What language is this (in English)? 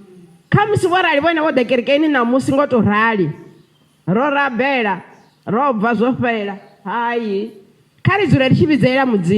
Venda